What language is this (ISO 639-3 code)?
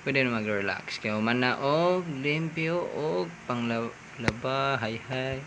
ceb